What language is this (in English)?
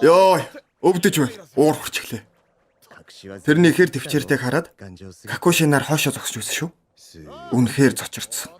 Mongolian